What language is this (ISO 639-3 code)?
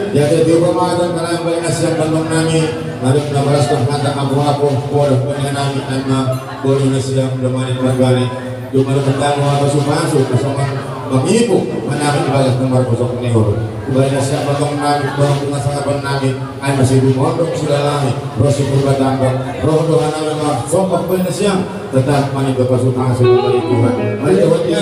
bts